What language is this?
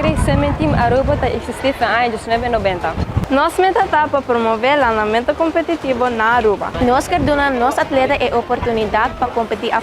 Papiamento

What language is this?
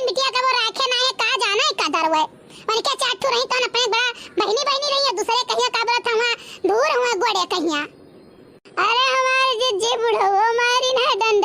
Awadhi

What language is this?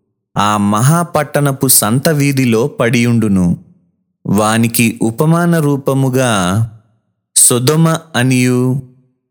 Telugu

